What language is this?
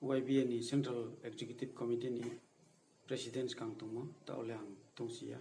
Riang (India)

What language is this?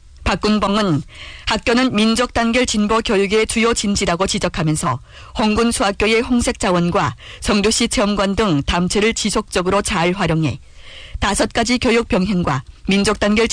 Korean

